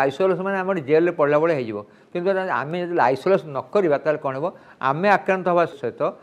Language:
Odia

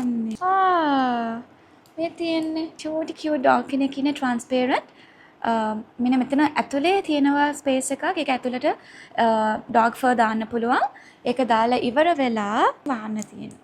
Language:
Sinhala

